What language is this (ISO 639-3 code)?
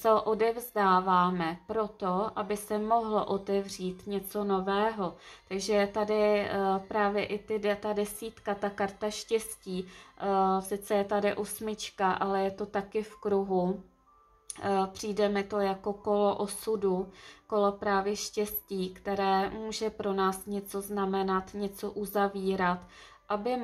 ces